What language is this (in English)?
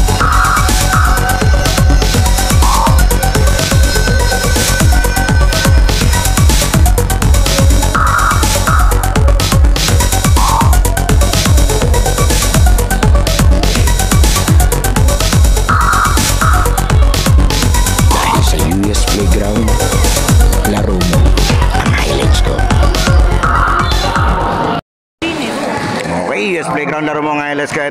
Filipino